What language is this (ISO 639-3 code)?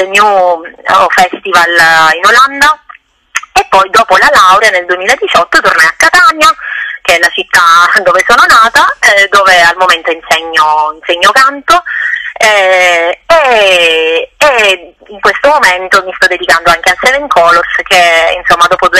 ita